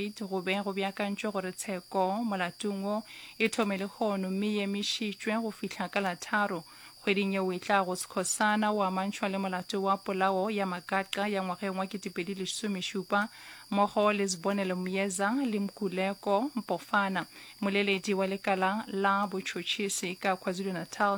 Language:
Northern Sotho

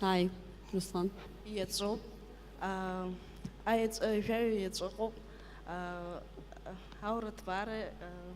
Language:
Abkhazian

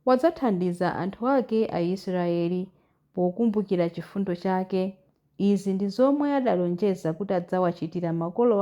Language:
Nyanja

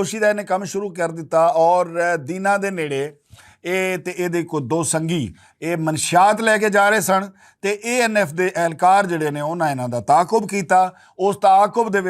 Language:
Western Panjabi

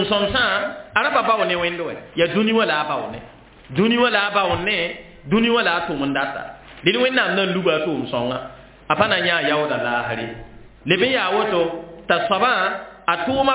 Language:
Mossi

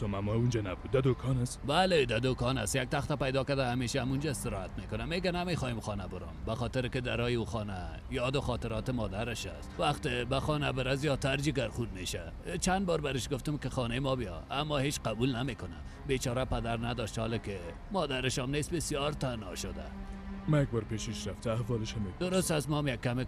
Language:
Persian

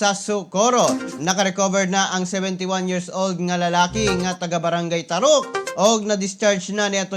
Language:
Cebuano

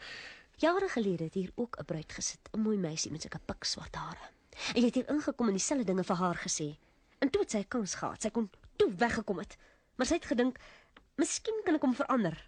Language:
Afrikaans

